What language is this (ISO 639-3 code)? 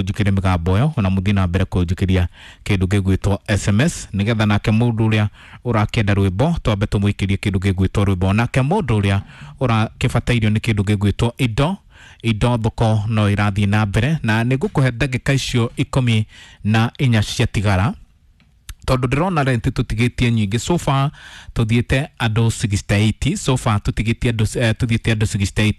kik